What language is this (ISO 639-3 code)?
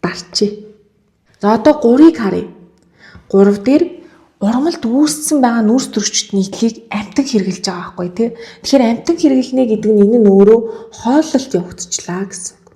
mon